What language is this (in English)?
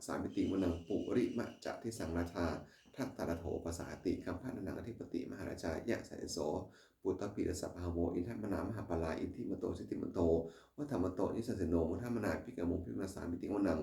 Pali